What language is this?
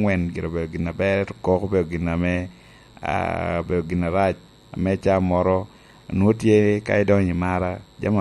Lango (Uganda)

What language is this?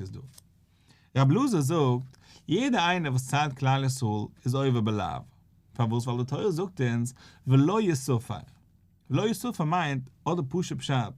Yiddish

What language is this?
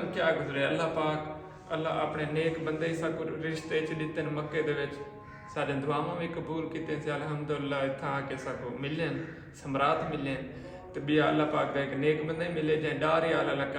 Saraiki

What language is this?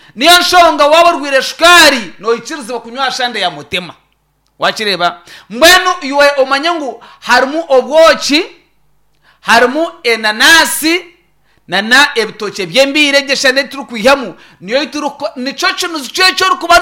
Nyankole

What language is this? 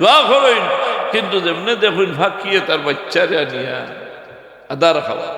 Sylheti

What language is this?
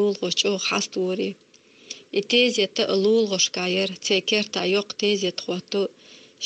Chechen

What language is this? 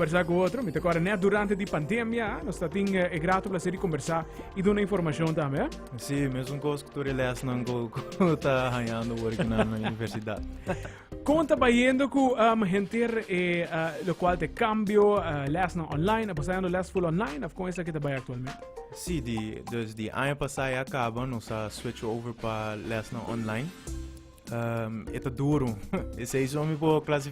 Papiamento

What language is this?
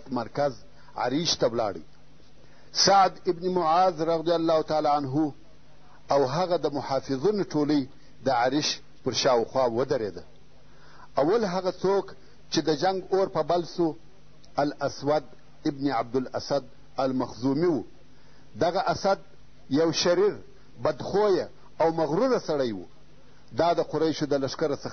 Pashto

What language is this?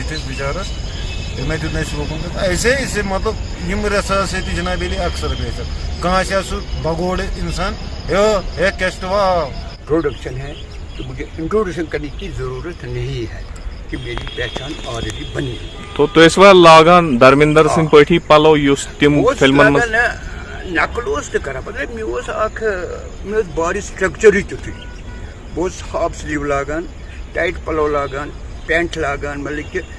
Kashmiri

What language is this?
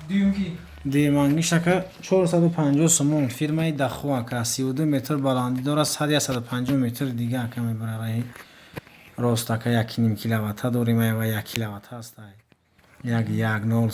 Tajik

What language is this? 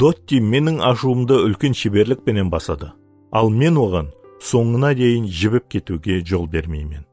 Kara-Kalpak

